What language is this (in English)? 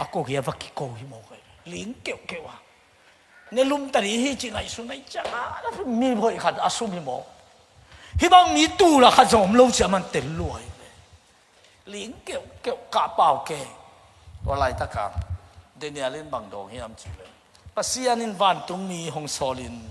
Tedim Chin